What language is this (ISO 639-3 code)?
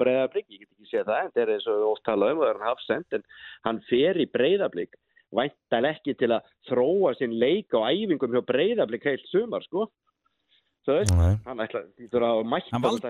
isl